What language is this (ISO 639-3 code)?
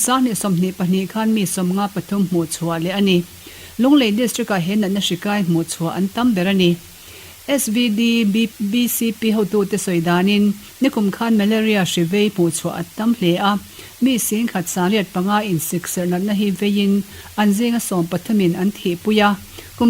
lus